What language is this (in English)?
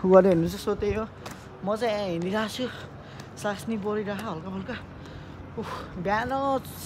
Nepali